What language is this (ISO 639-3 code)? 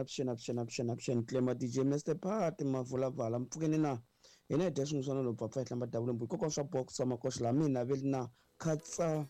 tso